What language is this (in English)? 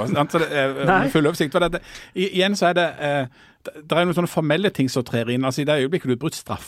Norwegian